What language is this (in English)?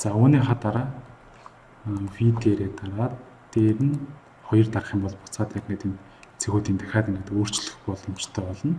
Mongolian